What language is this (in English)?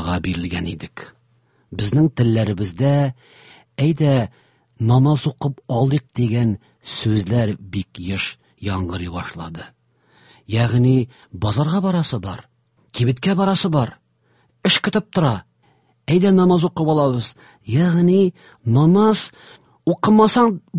Tatar